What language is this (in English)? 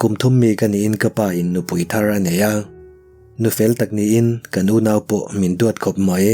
Mizo